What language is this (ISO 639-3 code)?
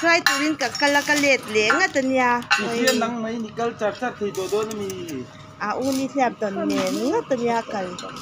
lus